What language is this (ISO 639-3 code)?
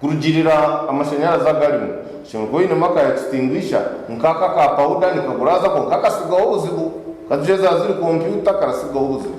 nyn